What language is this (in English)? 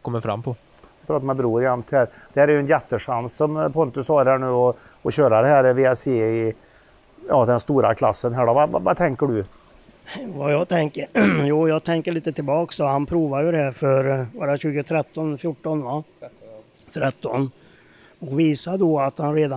Swedish